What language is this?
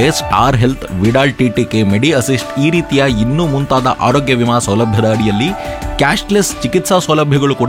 Kannada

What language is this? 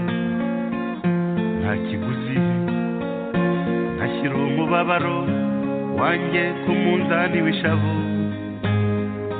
Kinyarwanda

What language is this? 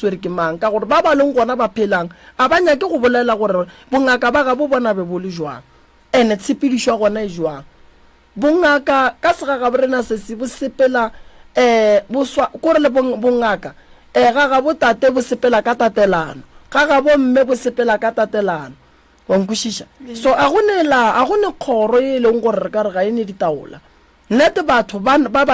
Northern Sotho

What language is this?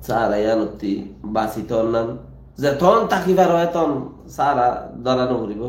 Rohingya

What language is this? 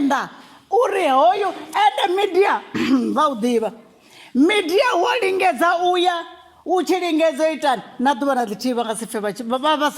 Venda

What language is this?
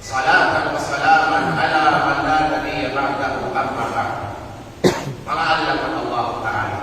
Kalagan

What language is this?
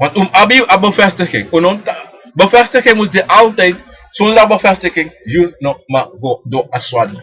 Sranan Tongo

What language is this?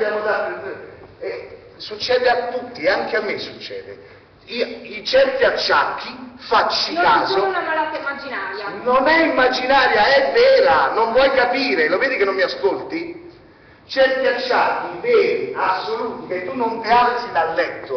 Italian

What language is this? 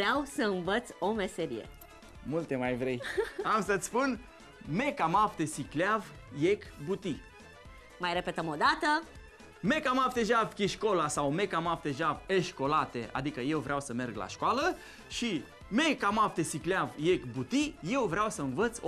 Romanian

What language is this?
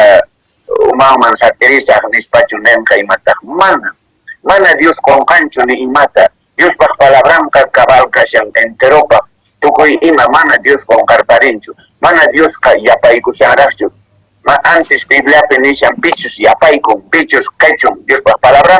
Quechua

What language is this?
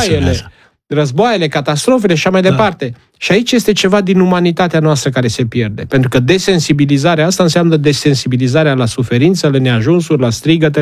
Romanian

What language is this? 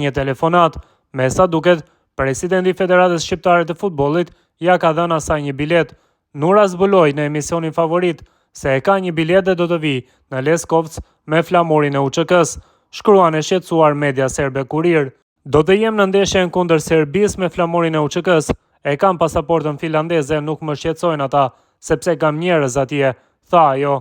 Albanian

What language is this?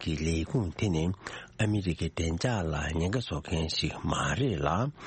Tibetan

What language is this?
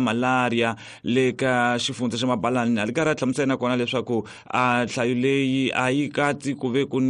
Tsonga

